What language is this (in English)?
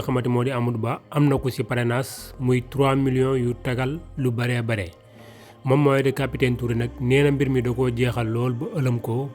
Wolof